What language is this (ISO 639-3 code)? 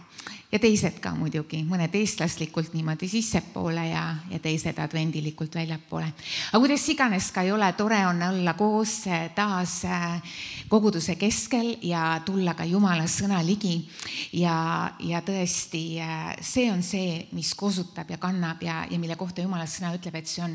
est